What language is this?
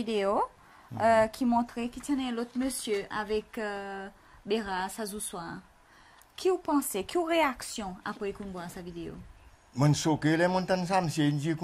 Seselwa Creole French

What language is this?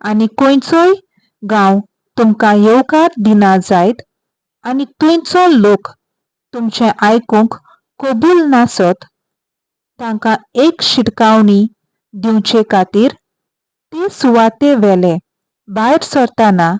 Konkani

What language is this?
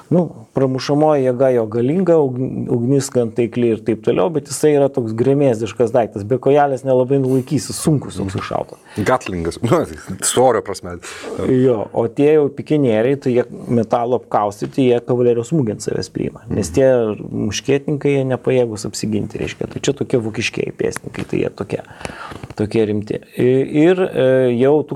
Lithuanian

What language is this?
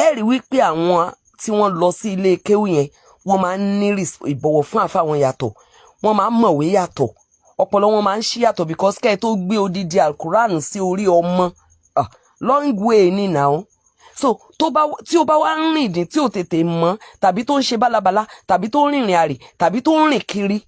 Yoruba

